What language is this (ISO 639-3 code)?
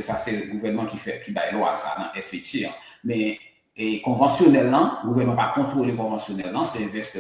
hat